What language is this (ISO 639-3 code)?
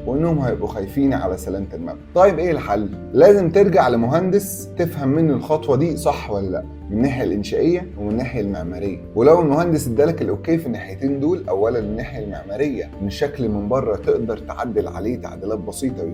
arz